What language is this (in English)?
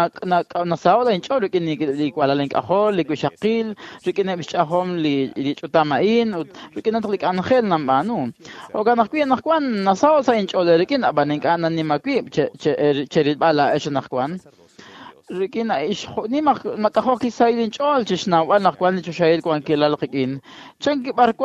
Kekchí